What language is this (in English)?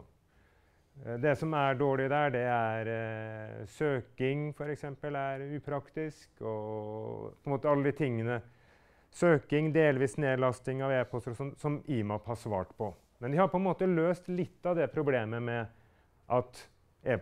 Norwegian